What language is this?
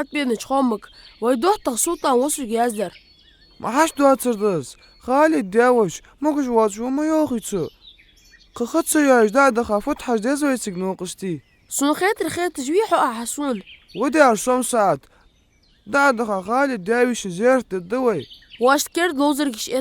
Ingush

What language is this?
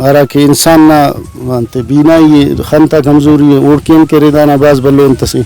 Brahui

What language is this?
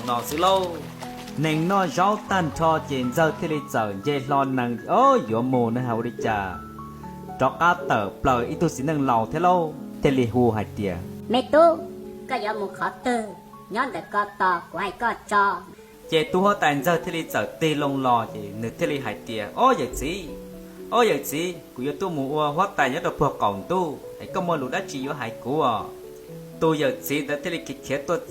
Hmong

